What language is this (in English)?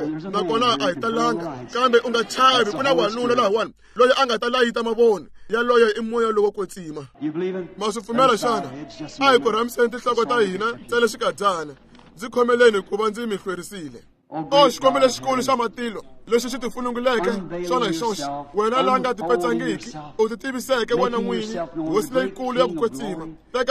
Tsonga